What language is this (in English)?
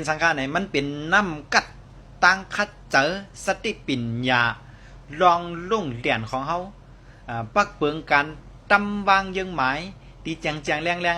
Shan